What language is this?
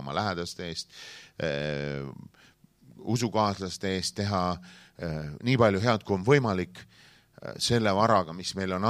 Estonian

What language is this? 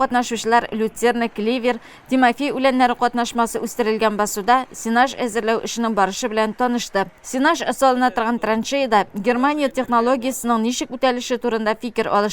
Tatar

